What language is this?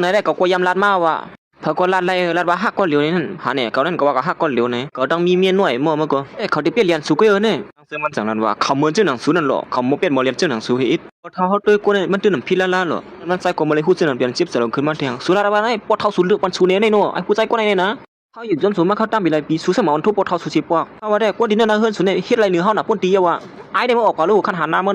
Shan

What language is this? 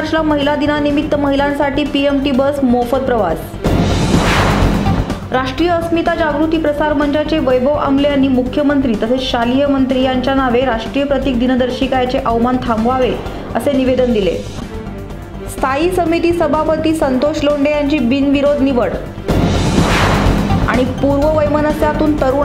Marathi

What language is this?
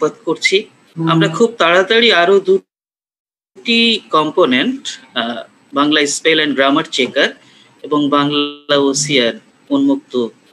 Bangla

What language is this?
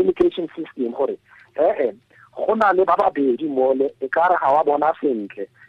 Tswana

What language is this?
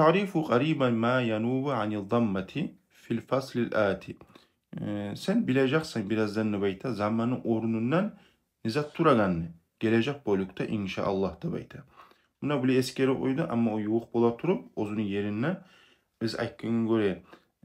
Kumyk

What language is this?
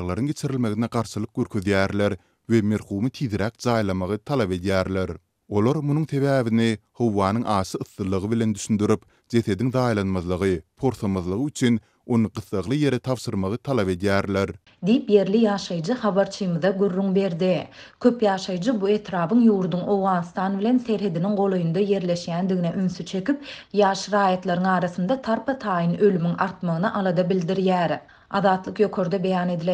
Turkmen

